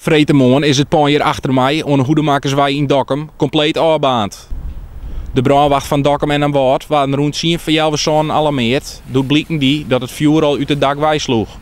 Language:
Western Frisian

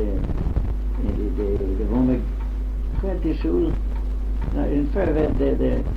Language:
Manx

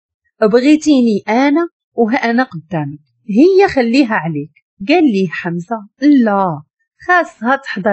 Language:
Moroccan Arabic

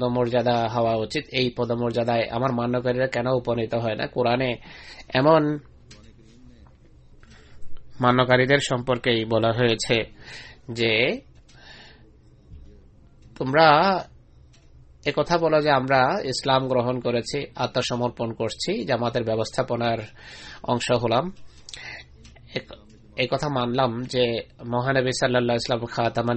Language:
Bangla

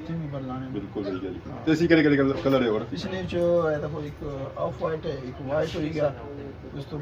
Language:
Pahari-Potwari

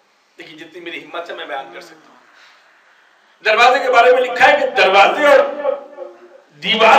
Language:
Urdu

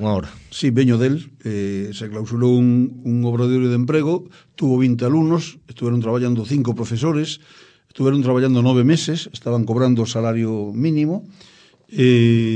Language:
Galician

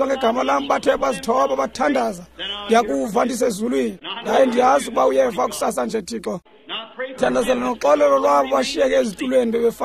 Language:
Xhosa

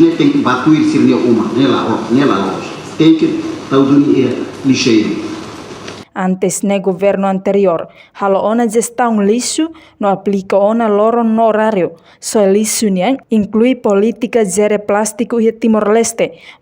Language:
Tetum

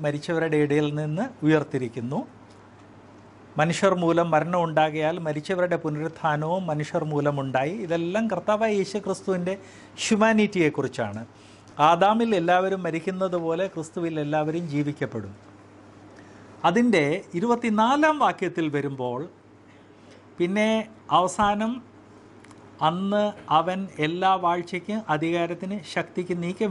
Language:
Malayalam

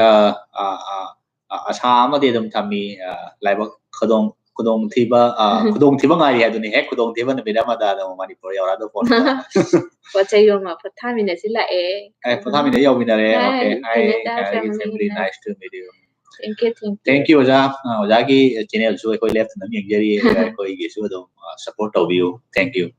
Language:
Manipuri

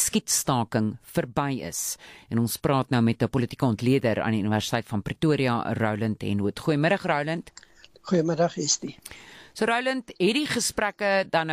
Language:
Afrikaans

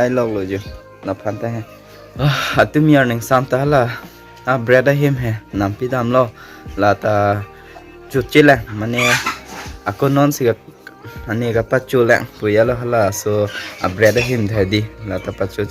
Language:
Karbi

